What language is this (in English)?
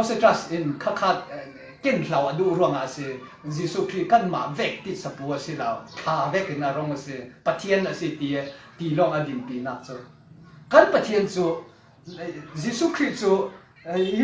Falam Chin